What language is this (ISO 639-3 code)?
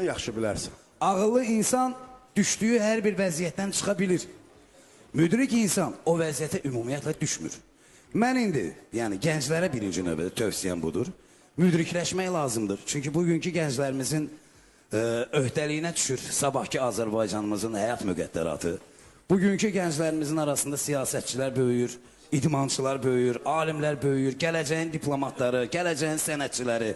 aze